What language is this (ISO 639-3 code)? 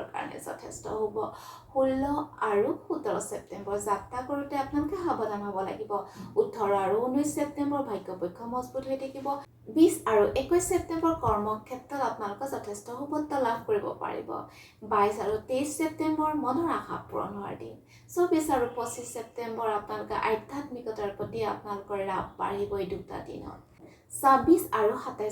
asm